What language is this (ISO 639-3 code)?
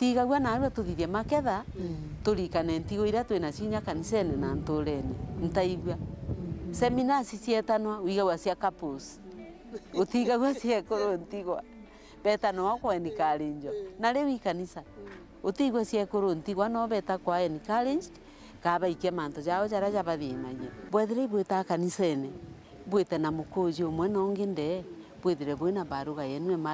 mer